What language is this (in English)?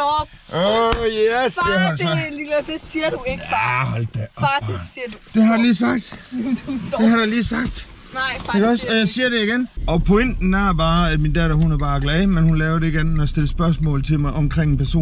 Danish